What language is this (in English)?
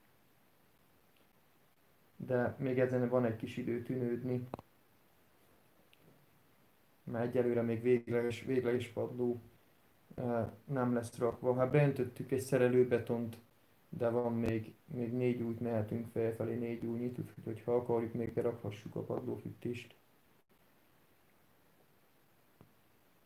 Hungarian